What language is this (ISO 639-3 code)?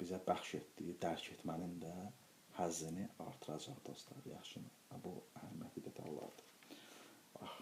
aze